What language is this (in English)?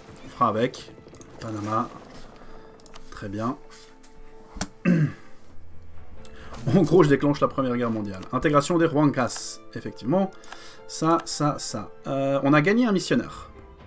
French